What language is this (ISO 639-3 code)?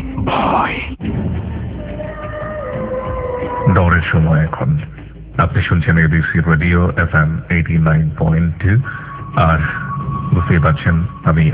ben